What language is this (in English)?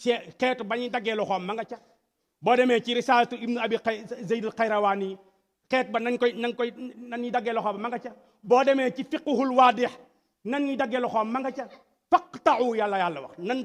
Wolof